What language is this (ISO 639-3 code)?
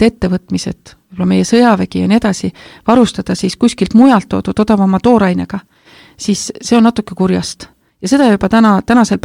est